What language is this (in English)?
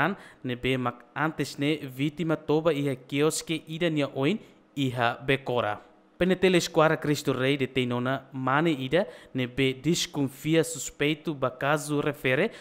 Tetum